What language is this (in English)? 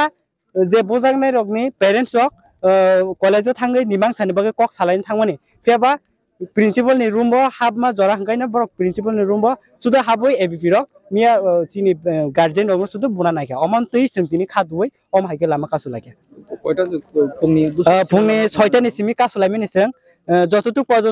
Kok Borok